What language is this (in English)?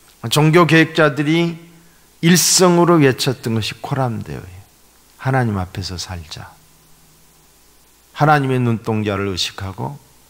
Korean